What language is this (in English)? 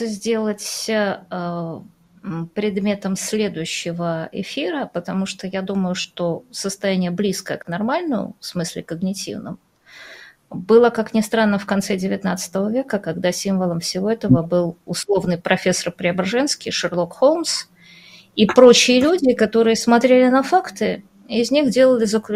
Russian